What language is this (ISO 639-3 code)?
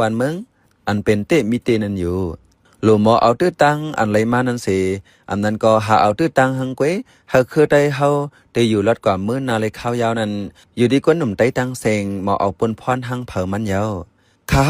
shn